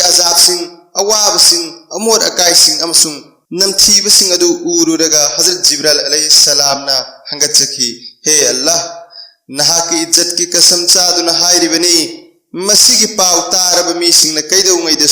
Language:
Manipuri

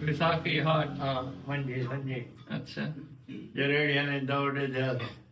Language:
Saraiki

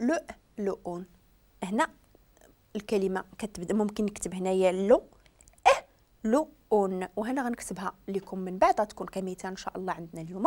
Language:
Moroccan Arabic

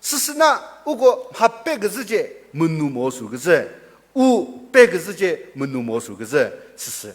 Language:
Chokri Naga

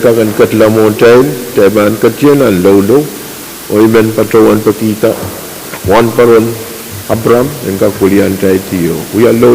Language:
Pohnpeian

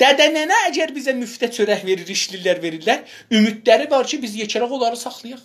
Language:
South Azerbaijani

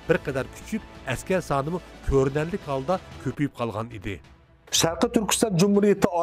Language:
Uyghur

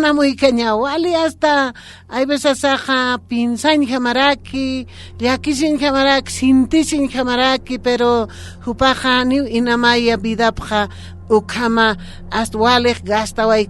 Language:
Aymara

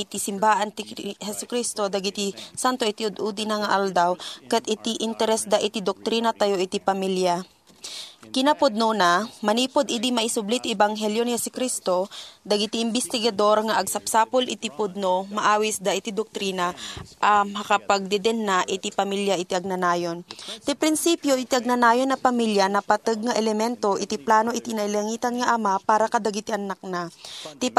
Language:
Iloko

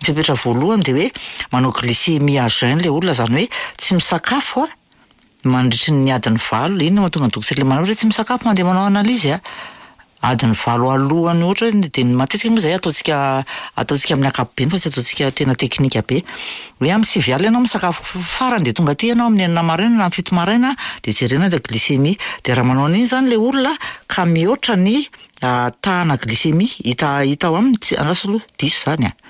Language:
Malagasy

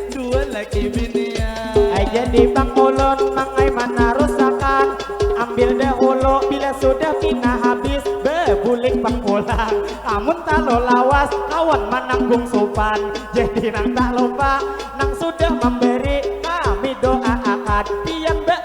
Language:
Banjar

